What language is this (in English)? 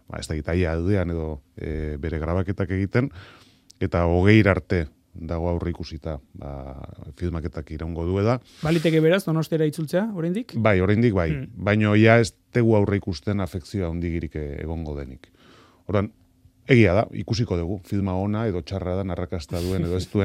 Basque